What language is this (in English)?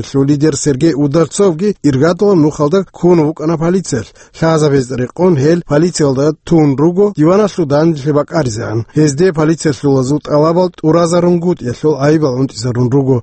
Avaric